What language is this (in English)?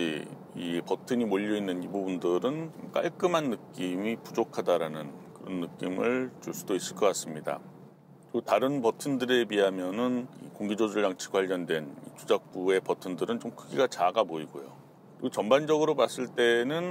Korean